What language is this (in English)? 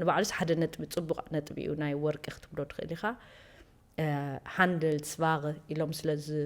Tigrinya